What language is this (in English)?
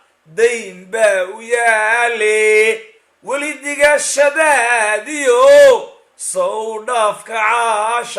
Somali